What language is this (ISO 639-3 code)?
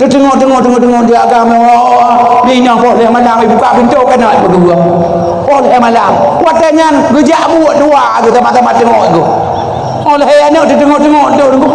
ace